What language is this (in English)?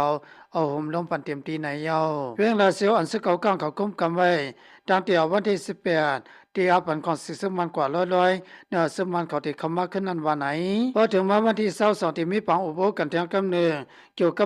Shan